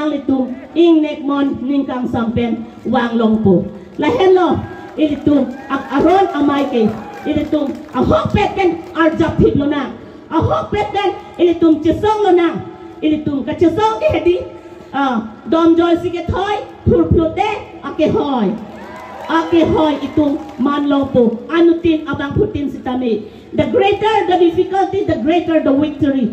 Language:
Karbi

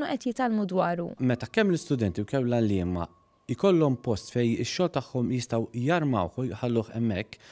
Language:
Maltese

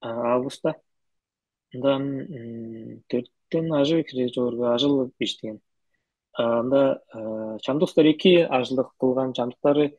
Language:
Tuvinian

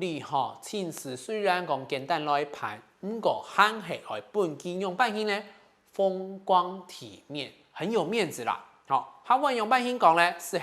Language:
Hakka Chinese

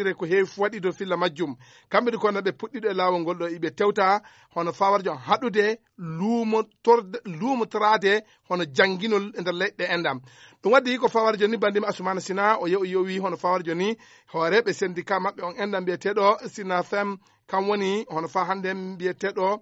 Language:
Fula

